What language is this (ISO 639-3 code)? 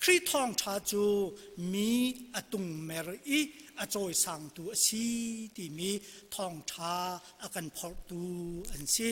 cnh